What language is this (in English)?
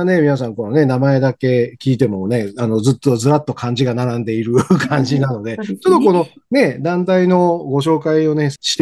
Japanese